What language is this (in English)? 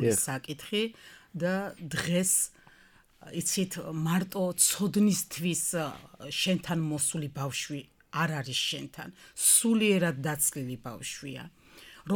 Georgian